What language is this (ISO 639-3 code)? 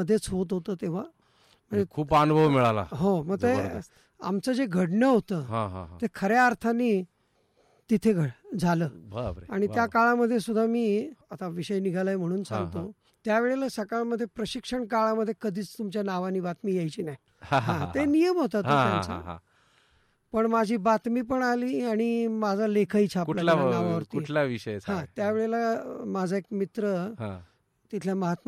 mar